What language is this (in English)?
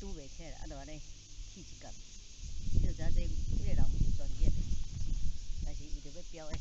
Min Nan Chinese